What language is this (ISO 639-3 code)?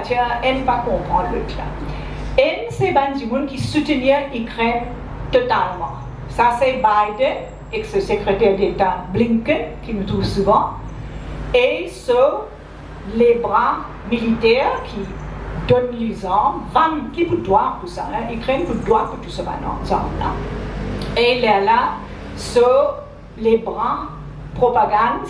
mfe